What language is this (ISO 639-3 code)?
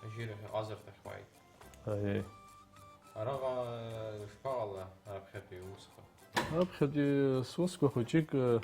abk